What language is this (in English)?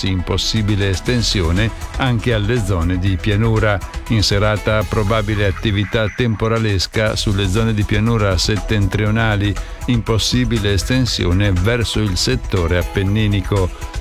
Italian